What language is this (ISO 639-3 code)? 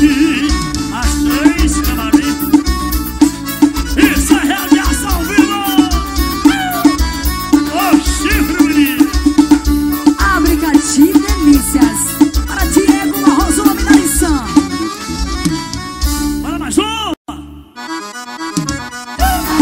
por